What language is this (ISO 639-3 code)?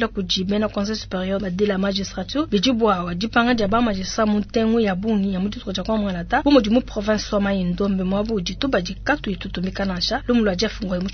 lua